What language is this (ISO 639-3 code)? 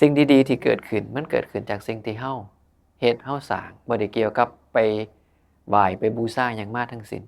tts